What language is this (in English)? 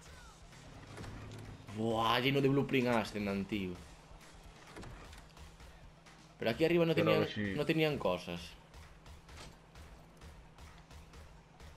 Spanish